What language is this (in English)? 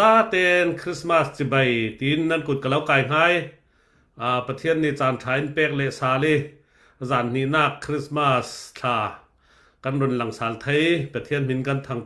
Falam Chin